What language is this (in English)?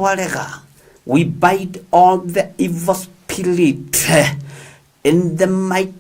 Kikuyu